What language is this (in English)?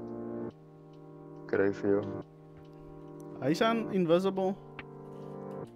Afrikaans